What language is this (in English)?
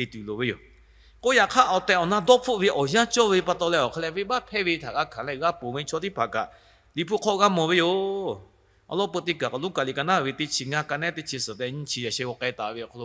Lahu